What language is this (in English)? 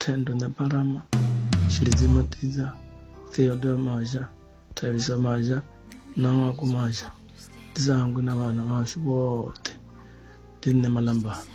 Venda